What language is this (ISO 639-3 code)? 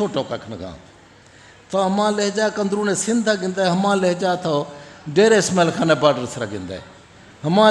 bgp